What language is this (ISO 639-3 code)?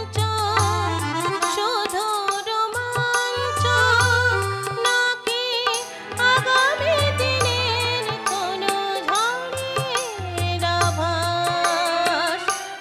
ben